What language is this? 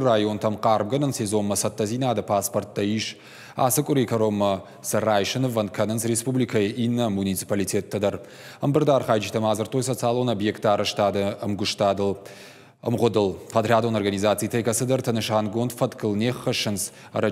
Ossetic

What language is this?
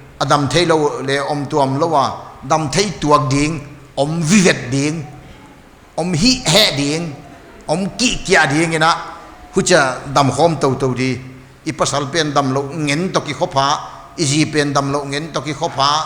Paite Chin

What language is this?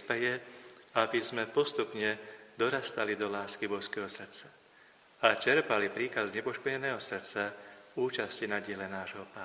Slovak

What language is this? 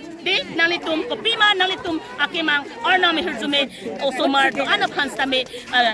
Karbi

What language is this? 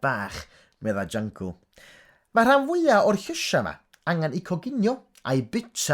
Welsh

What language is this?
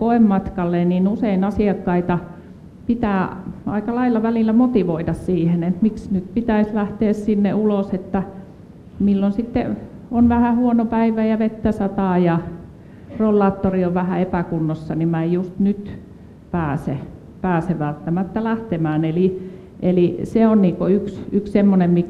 Finnish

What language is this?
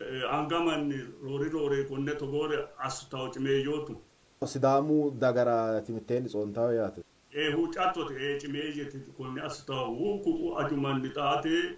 Sidamo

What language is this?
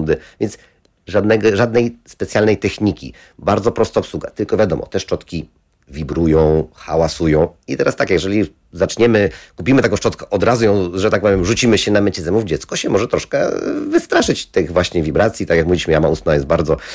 Polish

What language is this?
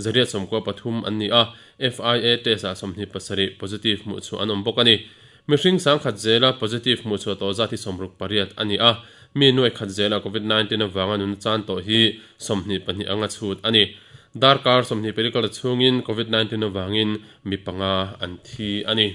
Mizo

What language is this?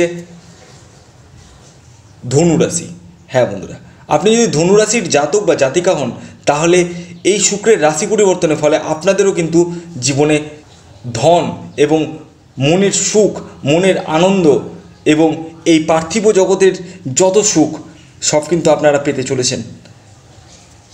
Bangla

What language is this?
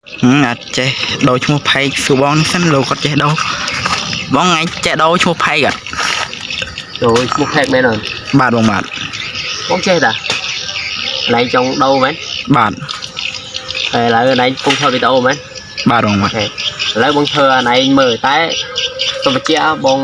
Khmer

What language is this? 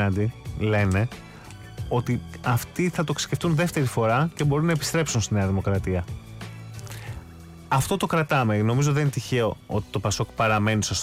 Greek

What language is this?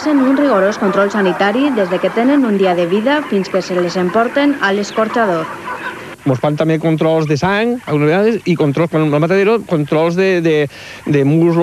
Catalan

